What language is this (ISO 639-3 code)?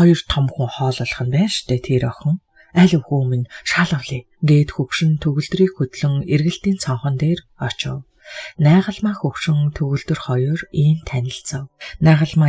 mon